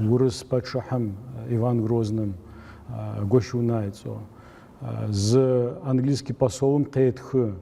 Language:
Adyghe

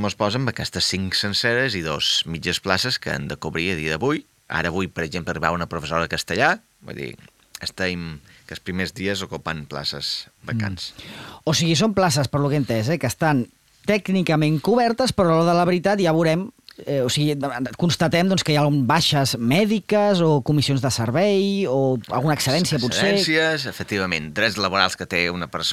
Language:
Catalan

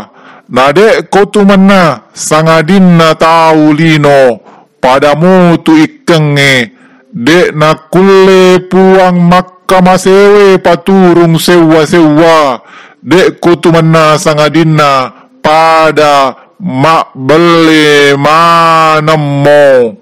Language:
Buginese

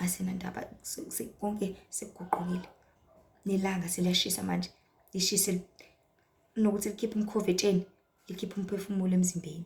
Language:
Zulu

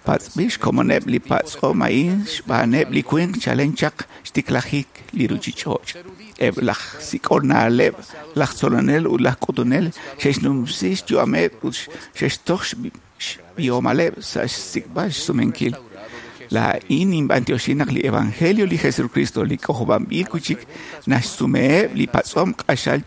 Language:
Kekchí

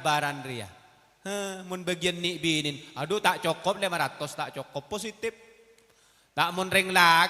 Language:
Madurese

